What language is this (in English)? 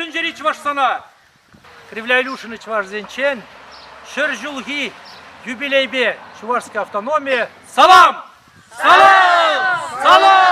Chuvash